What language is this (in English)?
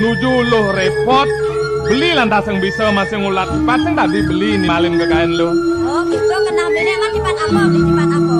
Balinese